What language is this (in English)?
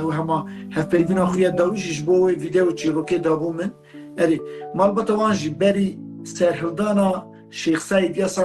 Kurdish